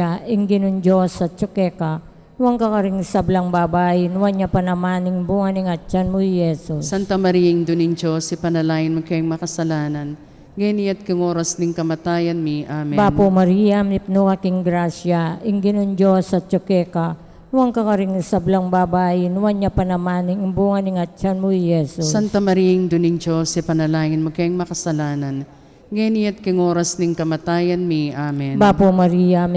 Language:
Pampanga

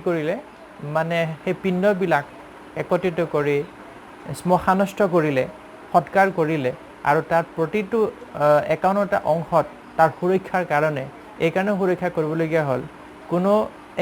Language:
Assamese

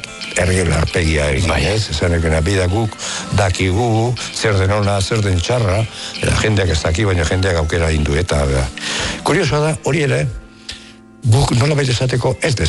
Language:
Basque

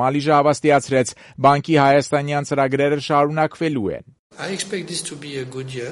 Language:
Armenian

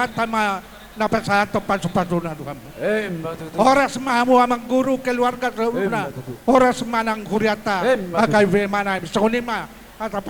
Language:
Batak Toba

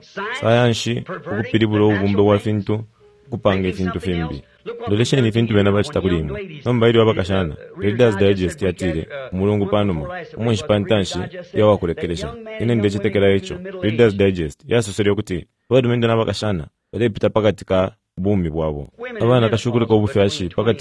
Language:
Bemba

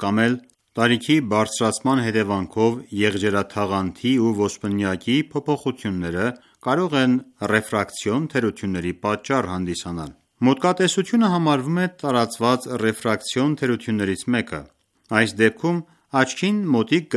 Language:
Armenian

